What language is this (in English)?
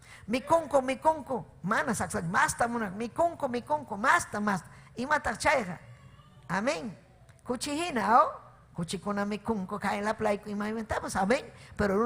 Ayacucho Quechua